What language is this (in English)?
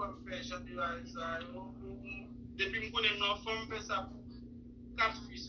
Haitian Creole